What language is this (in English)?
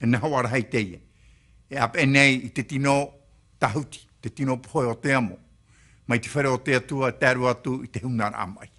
Tahitian